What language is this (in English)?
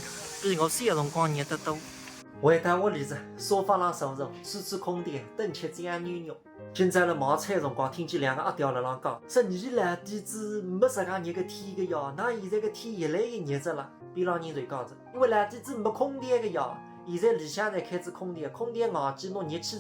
Wu Chinese